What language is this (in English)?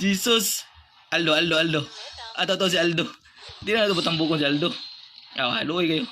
Cebuano